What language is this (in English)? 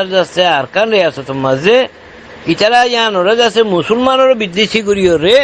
Rohingya